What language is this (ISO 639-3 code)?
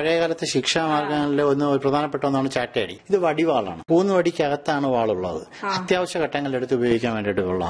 mal